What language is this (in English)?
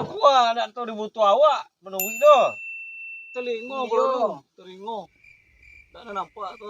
Minangkabau